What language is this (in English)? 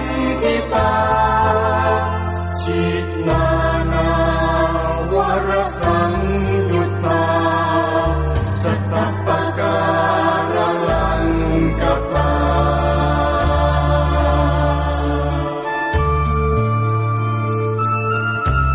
Pali